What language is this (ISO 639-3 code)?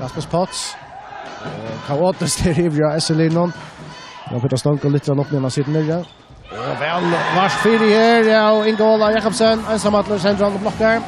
fao